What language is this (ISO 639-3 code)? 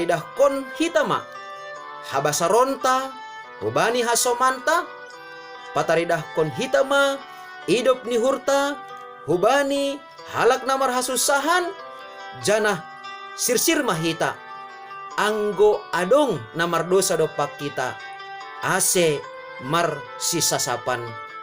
bts